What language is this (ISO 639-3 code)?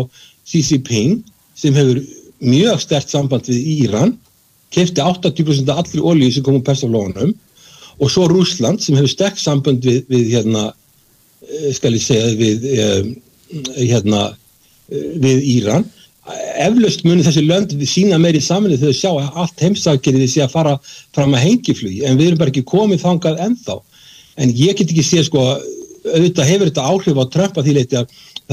isl